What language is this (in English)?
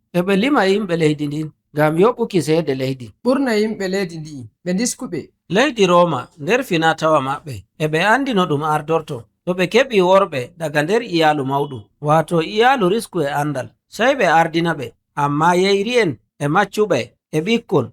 Nigerian Fulfulde